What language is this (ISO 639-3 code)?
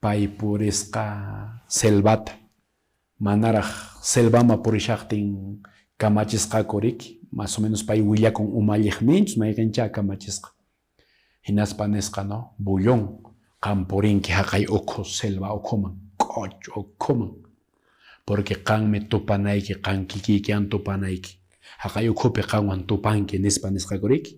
que